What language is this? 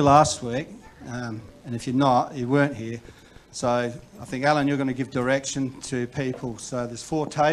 English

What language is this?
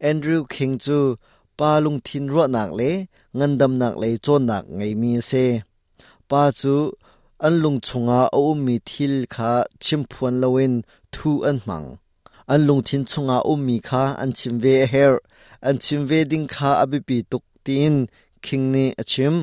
Hakha Chin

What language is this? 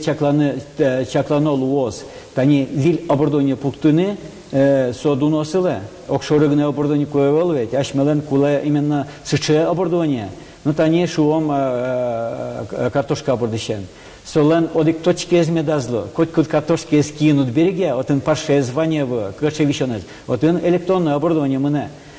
Udmurt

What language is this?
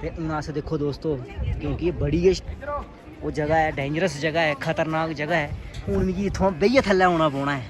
Dogri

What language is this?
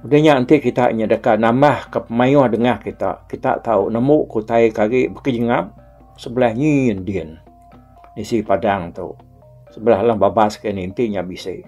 Iban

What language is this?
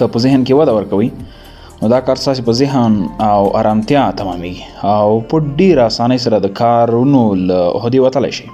Pashto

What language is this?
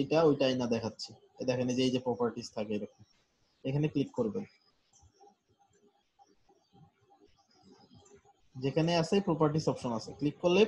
Bangla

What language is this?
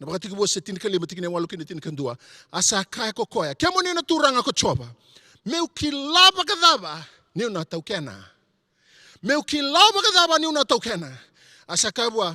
Fijian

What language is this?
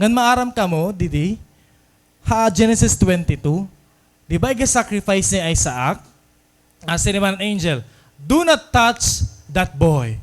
Waray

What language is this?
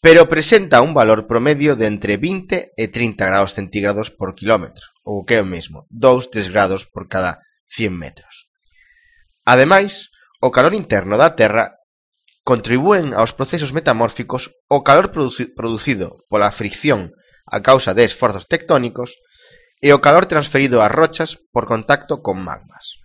Galician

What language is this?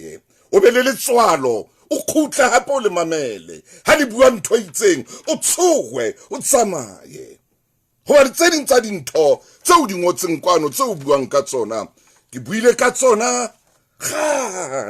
Southern Sotho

